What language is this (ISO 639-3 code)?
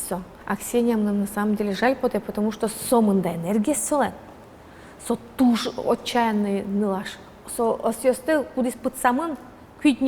udm